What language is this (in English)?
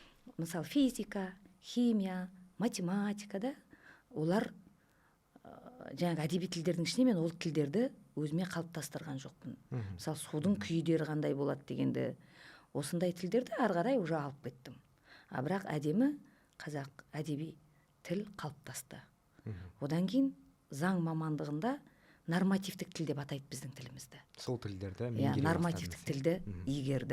Kazakh